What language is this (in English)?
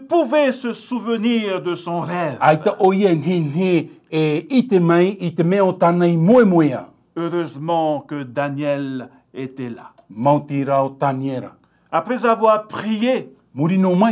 Tahitian